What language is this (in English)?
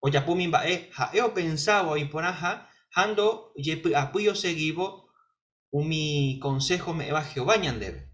Guarani